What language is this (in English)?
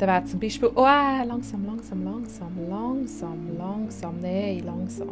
Swiss German